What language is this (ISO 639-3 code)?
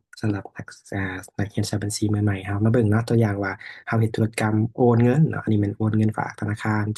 lao